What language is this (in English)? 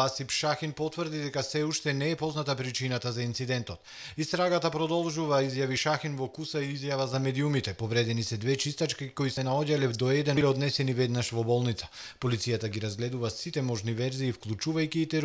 Macedonian